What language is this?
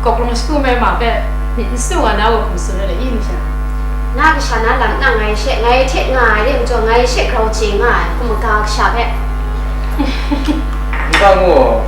Kachin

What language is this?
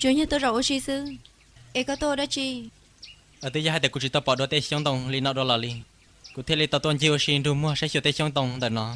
Hmong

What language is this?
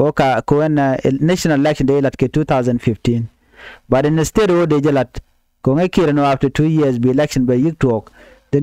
Nuer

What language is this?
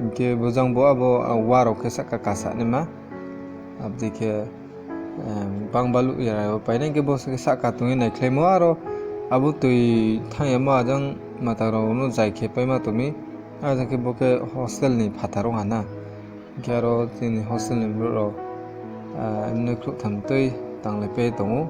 Riang (India)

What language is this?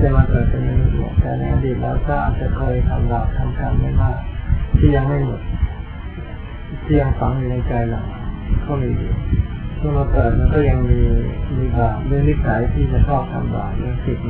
Thai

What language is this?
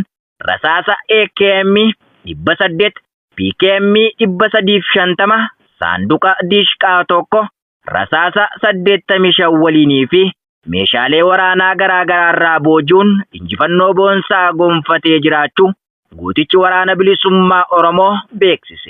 Oromo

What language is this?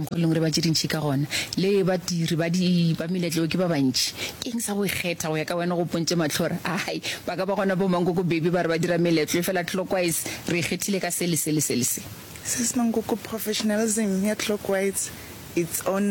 Northern Sotho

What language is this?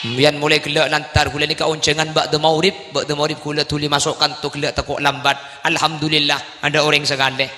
Madurese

